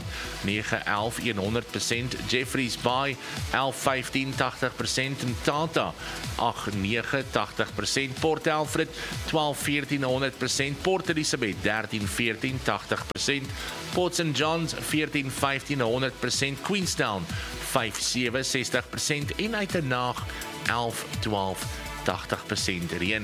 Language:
Afrikaans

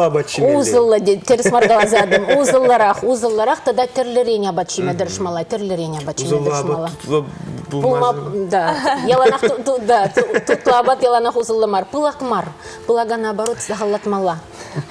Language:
Chuvash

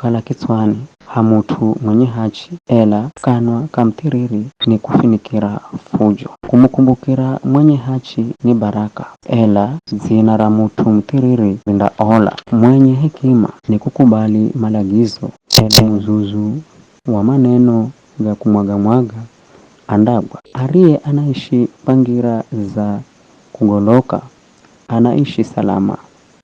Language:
Giryama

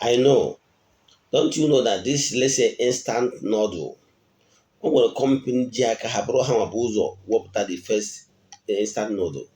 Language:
Igbo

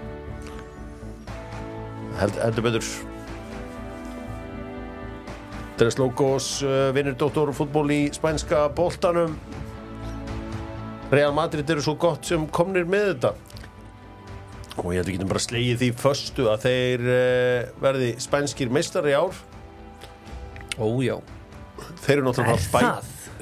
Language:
Icelandic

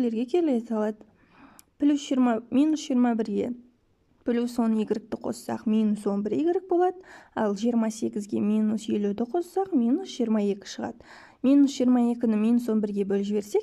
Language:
Kazakh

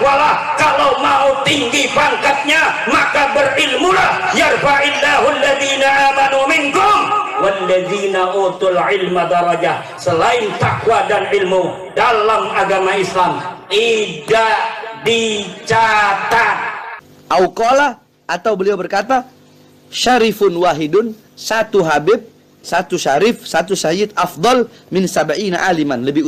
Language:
Indonesian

